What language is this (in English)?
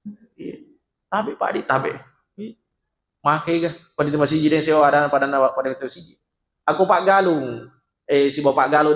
Buginese